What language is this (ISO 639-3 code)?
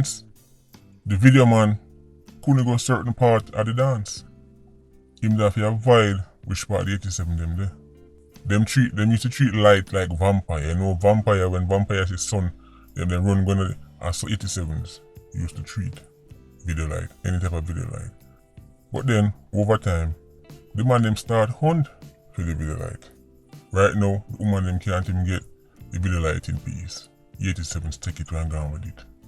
jam